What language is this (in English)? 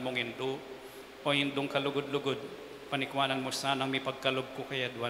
Pampanga